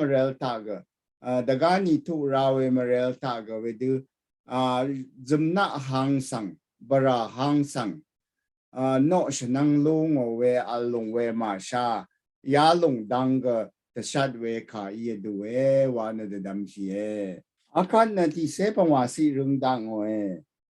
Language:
Rawang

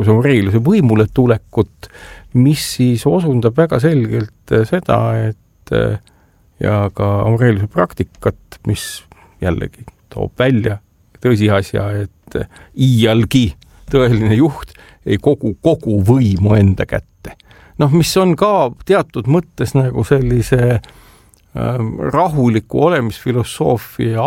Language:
Estonian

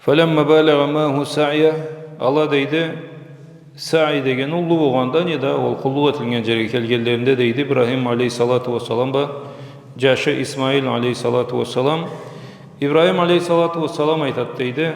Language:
Karachay-Balkar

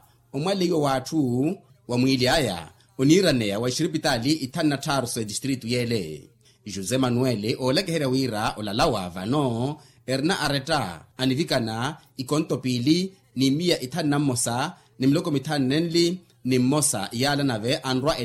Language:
Makhuwa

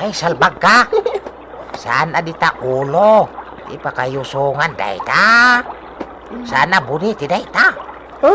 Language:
Iloko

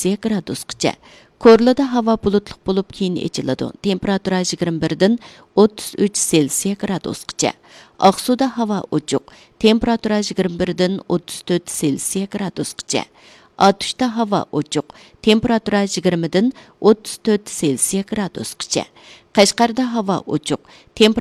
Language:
Uyghur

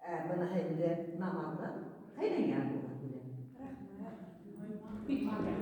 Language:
Bashkir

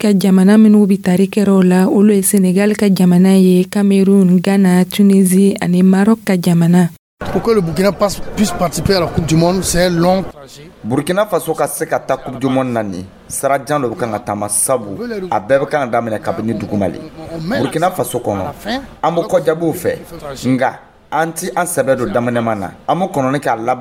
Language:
Dyula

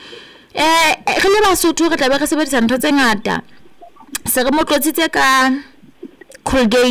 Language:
Southern Sotho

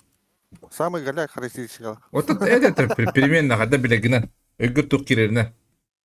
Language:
Yakut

